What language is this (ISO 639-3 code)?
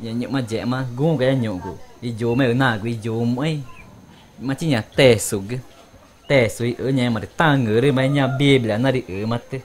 tca